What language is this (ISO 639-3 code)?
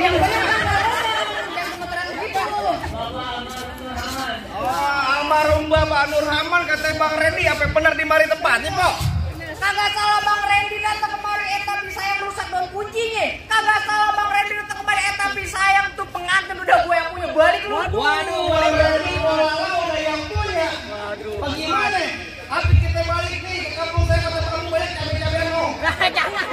bew